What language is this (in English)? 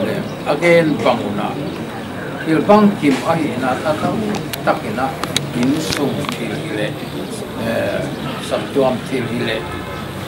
Paite Chin